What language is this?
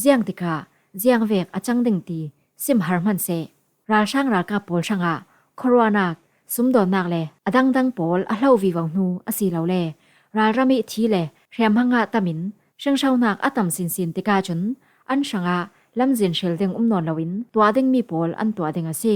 Falam Chin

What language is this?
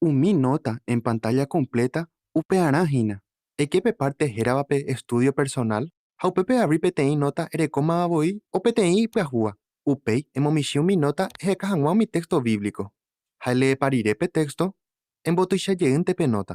Guarani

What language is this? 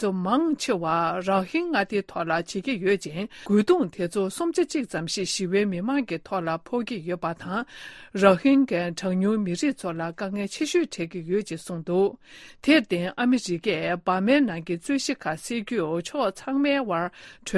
Tibetan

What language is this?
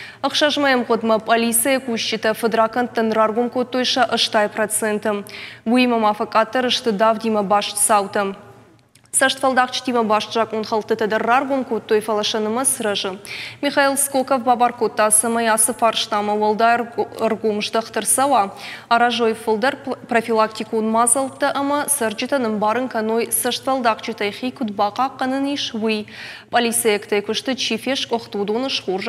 Ossetic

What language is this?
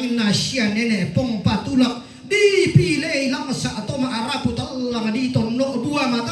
Toraja-Sa'dan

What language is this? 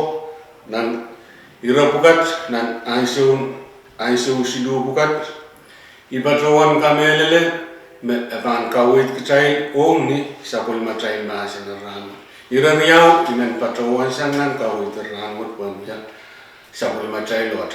Pohnpeian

